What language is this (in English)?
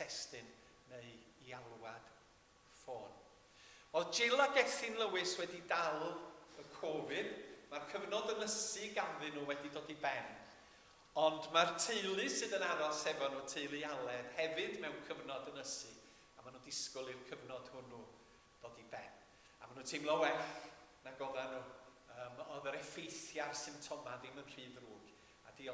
Welsh